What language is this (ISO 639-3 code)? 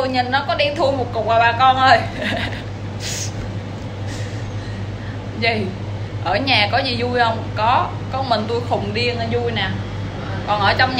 vie